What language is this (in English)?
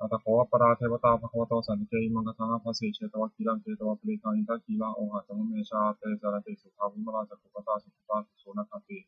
Pali